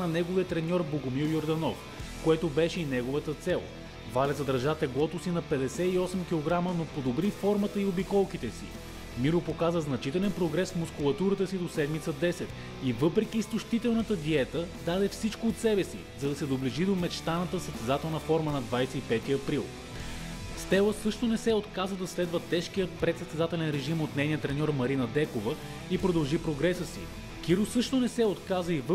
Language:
Bulgarian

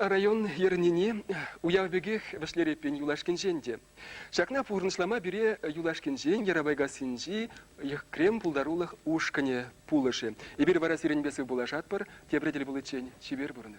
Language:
Chuvash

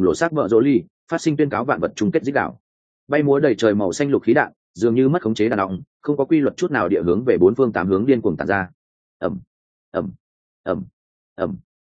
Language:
Vietnamese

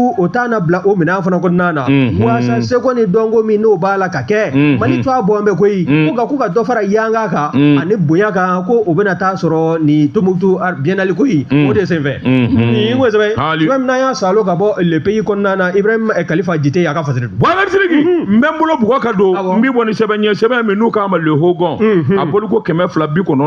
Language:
Bambara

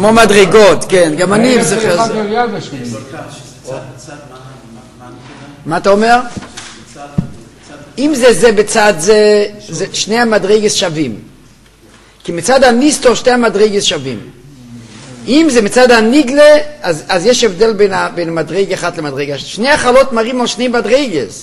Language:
Hebrew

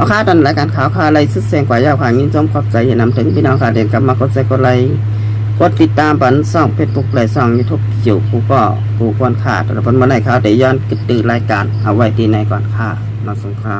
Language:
Shan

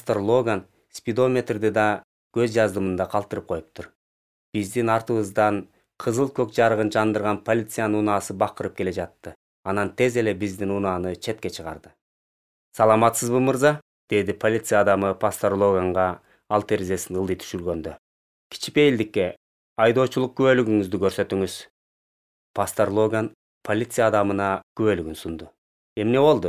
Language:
Kyrgyz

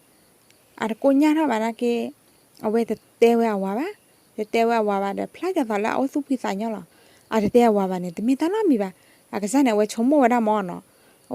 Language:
S'gaw Karen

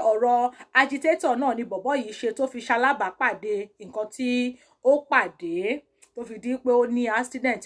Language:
Yoruba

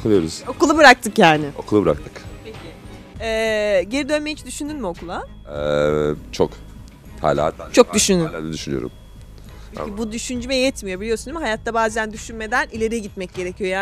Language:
Turkish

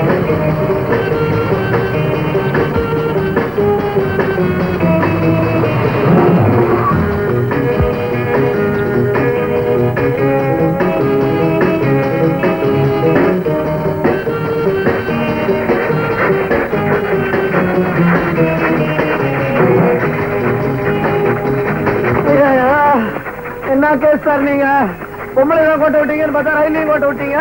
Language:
Tamil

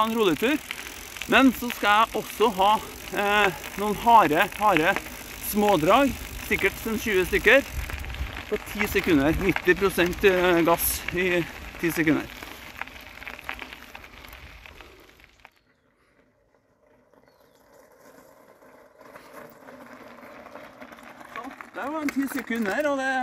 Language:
Norwegian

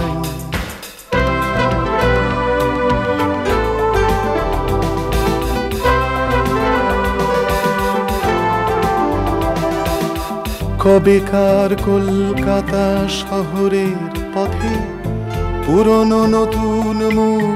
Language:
Bangla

